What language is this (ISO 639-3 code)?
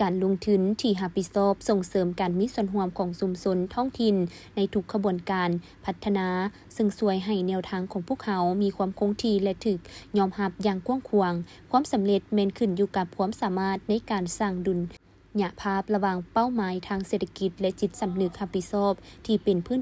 lao